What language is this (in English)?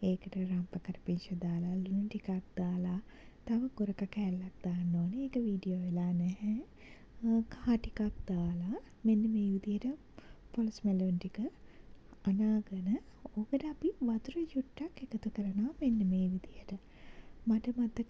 Sinhala